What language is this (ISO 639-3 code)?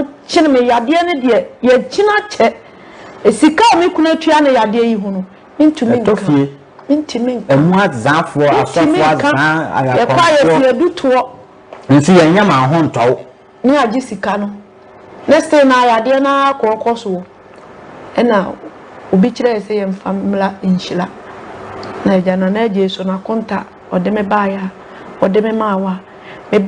aka